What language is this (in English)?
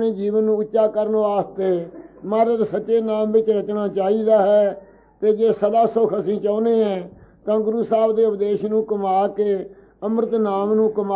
Punjabi